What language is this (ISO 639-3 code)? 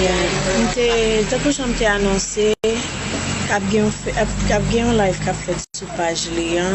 hat